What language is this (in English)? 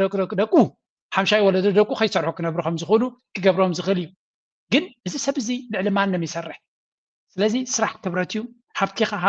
Tigrinya